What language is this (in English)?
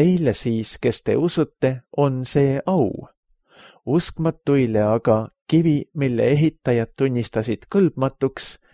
Estonian